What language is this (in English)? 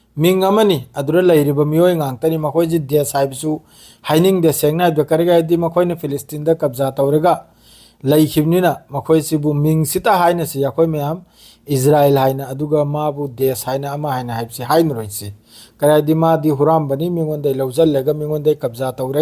Manipuri